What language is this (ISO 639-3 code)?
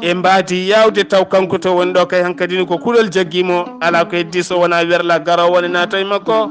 ful